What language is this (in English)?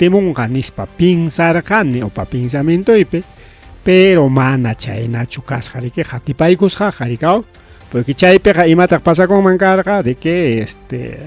Ayacucho Quechua